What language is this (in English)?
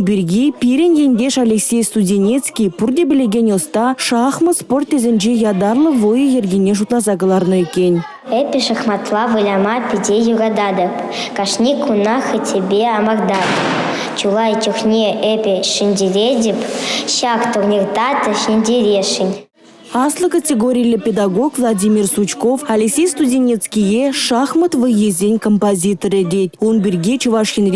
Chuvash